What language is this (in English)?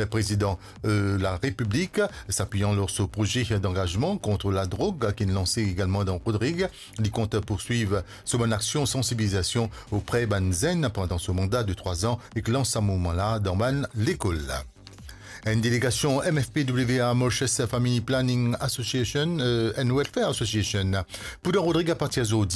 Morisyen